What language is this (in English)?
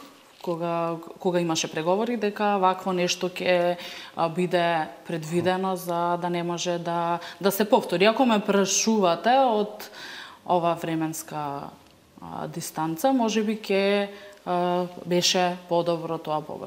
Macedonian